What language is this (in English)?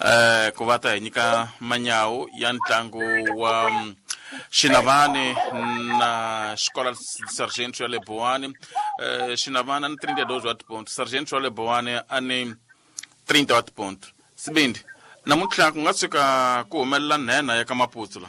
Tsonga